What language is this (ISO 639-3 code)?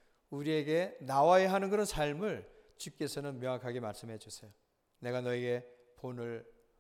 kor